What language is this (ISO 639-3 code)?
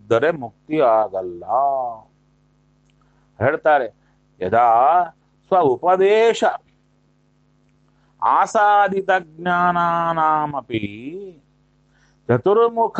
kan